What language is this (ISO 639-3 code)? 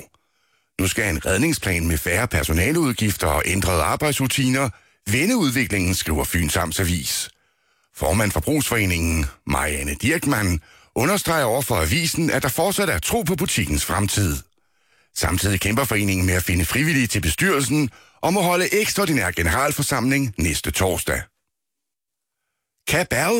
dan